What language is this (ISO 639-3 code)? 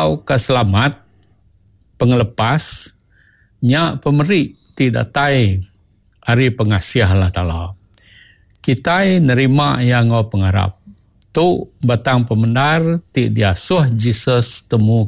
iba